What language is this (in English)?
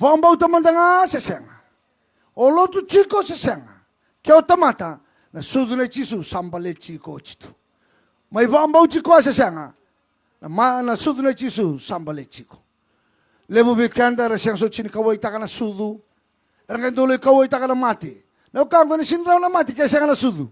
Fijian